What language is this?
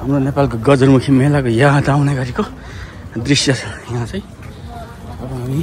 Nepali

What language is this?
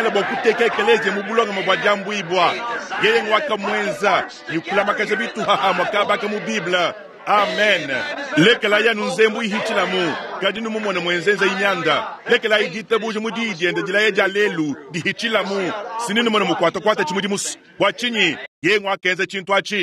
Luba-Lulua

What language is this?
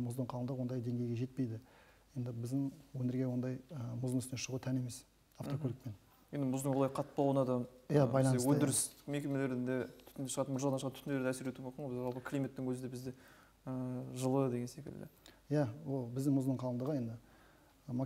Kazakh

